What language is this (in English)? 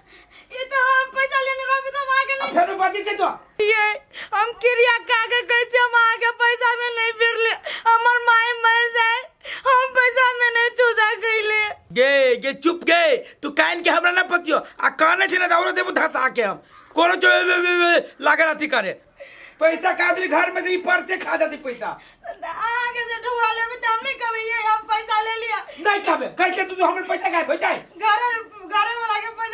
Maithili